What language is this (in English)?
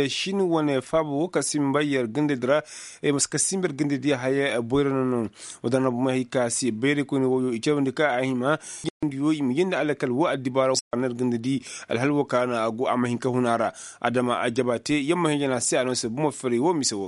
Koyraboro Senni